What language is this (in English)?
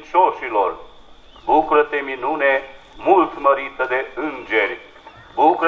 Romanian